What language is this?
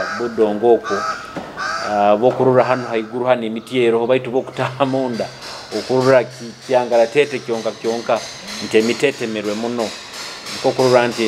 Nyoro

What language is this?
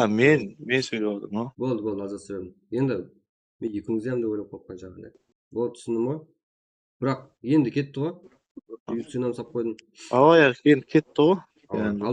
Kara-Kalpak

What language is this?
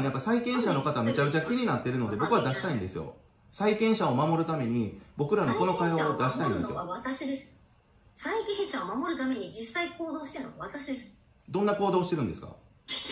Japanese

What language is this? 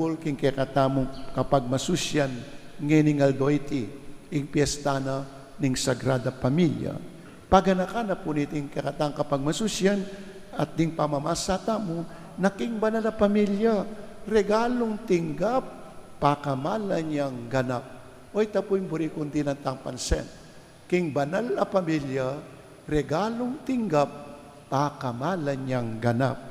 Pampanga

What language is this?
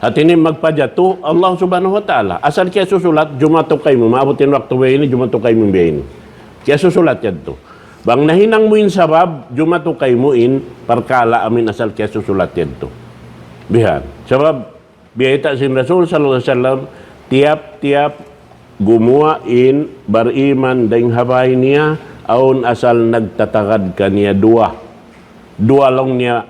Tausug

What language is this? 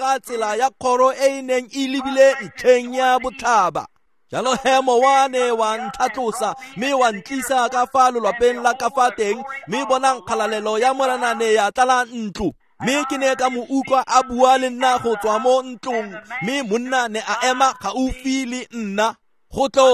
Tswana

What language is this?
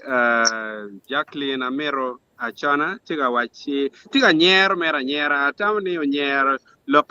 Acoli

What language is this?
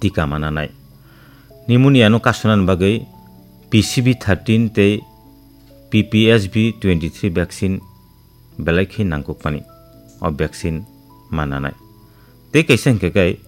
Kok Borok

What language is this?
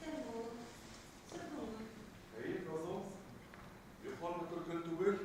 Bashkir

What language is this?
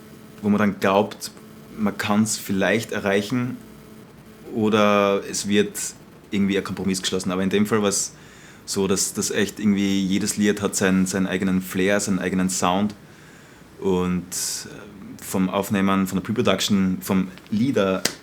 Bavarian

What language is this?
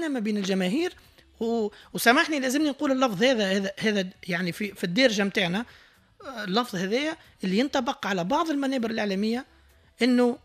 Tunisian Arabic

